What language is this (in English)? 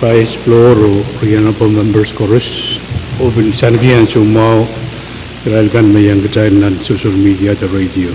Pohnpeian